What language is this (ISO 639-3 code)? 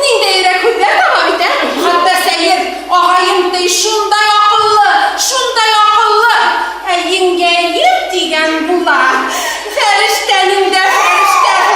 bak